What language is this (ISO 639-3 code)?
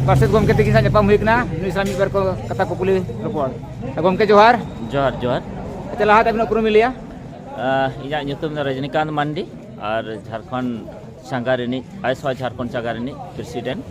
sat